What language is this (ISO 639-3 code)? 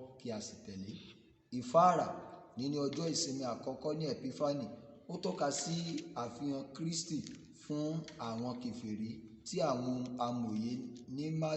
yor